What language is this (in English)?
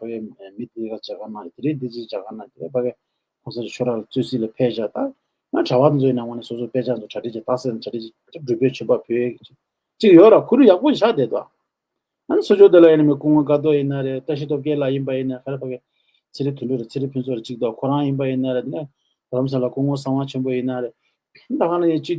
Tibetan